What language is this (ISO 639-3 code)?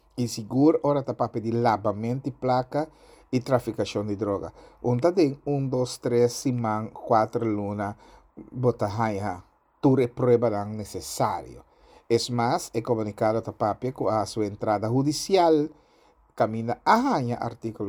pap